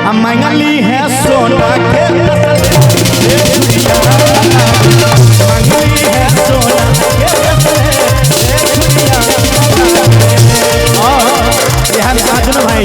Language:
Maithili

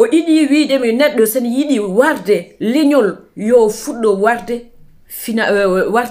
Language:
Fula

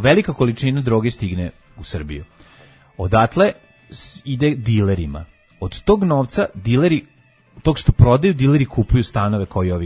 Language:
Serbian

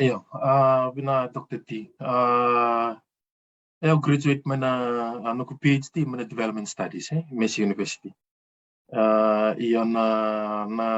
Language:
Fijian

